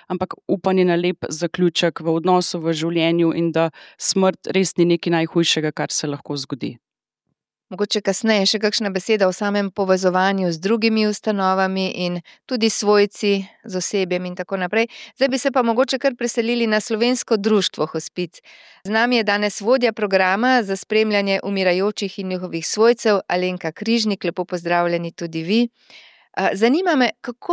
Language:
Slovenian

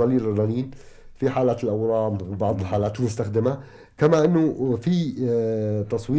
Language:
North Levantine Arabic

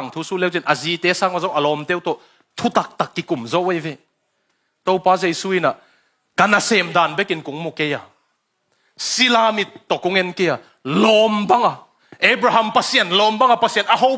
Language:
Tedim Chin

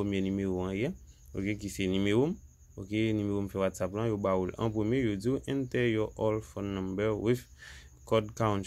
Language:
Haitian Creole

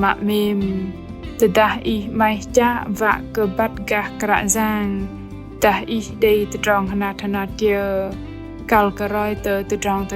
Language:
Bahnar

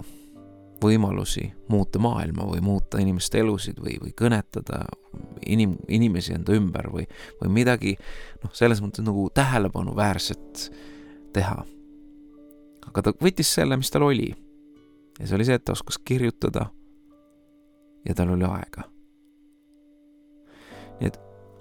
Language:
Estonian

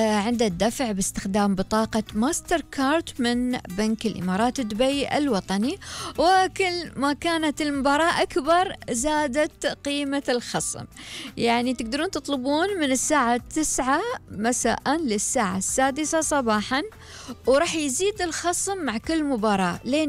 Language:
Gulf Arabic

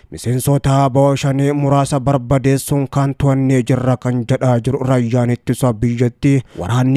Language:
Oromo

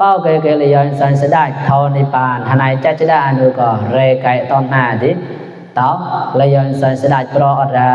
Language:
Mon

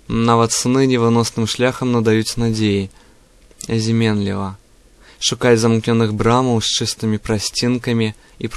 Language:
Belarusian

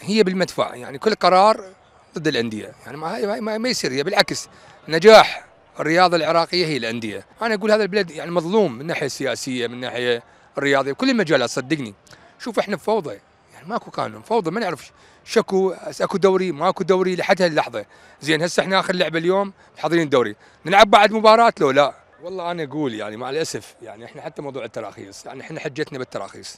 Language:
Mesopotamian Arabic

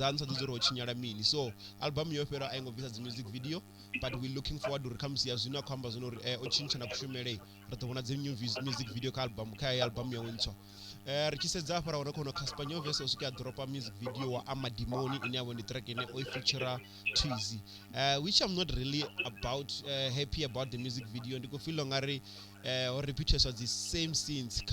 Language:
Venda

